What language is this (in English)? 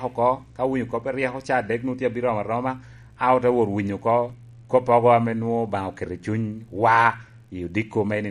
Lango (Uganda)